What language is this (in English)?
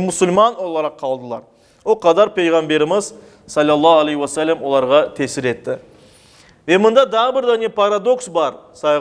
Crimean Tatar